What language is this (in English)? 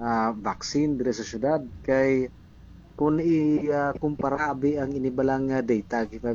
Hiligaynon